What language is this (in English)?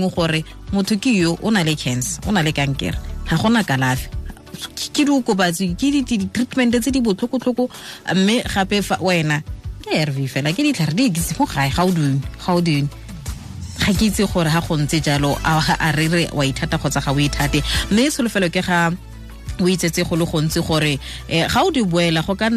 Tswana